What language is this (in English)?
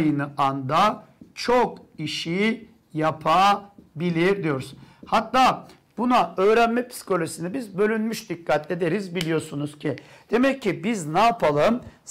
Turkish